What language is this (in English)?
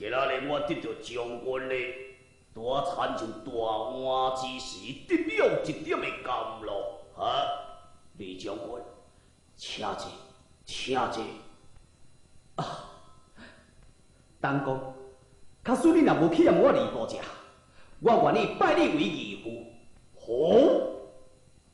Min Nan Chinese